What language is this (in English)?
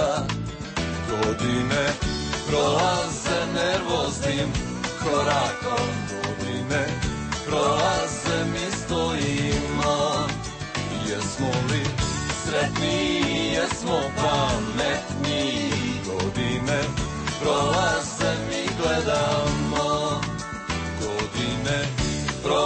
Croatian